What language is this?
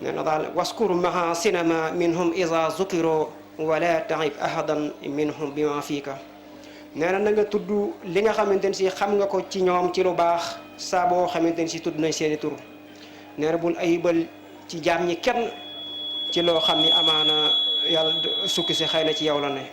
Wolof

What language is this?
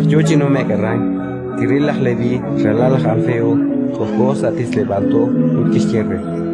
Kekchí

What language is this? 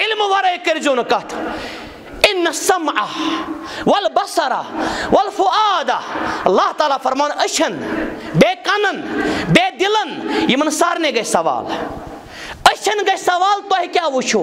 Kashmiri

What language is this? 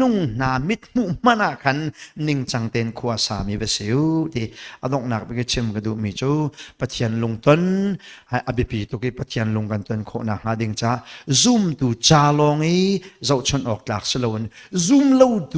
Hakha Chin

